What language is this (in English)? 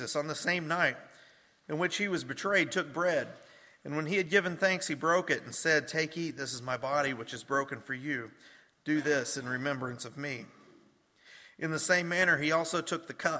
English